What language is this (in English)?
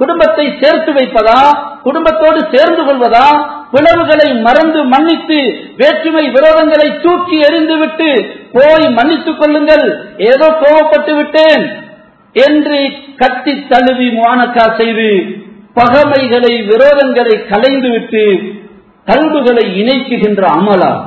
Tamil